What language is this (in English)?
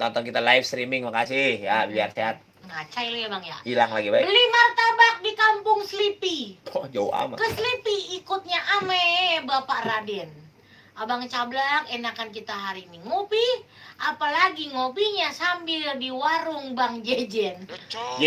Betawi